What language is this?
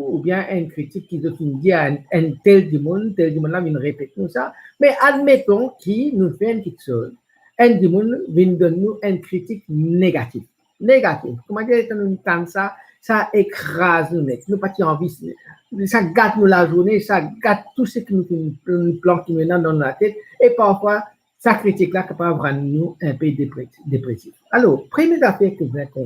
Morisyen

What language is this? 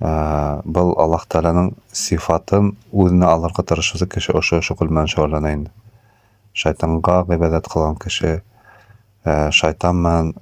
Bashkir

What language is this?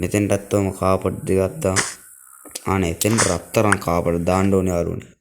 Sinhala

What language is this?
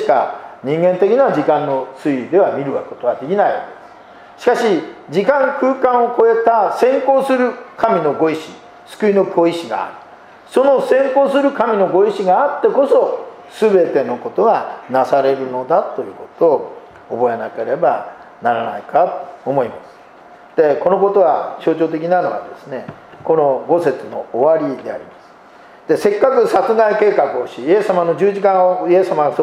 Japanese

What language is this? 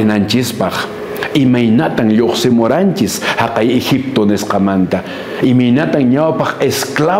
Quechua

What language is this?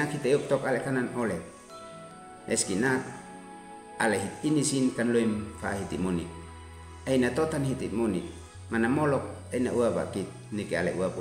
Uab Meto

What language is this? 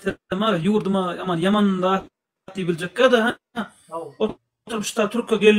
Turkmen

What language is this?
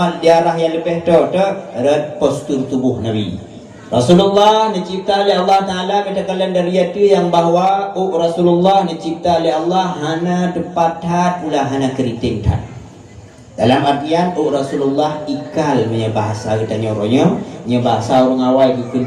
Achinese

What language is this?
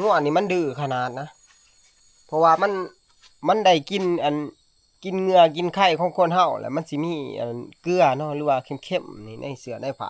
Northeastern Thai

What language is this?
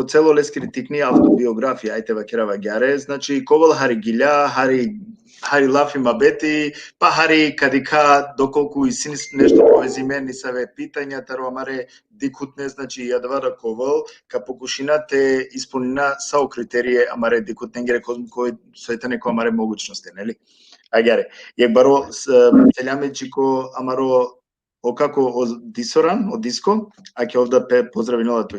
Balkan Romani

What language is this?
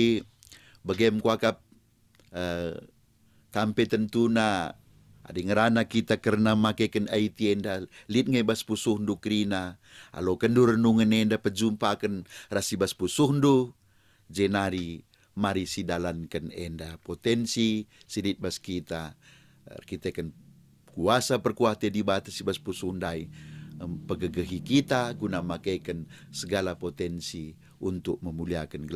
Batak Karo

